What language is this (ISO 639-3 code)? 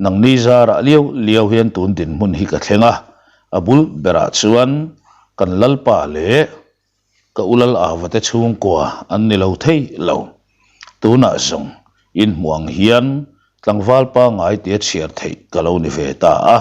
lus